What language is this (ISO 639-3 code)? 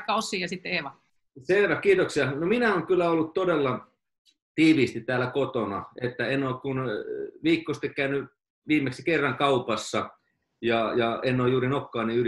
fin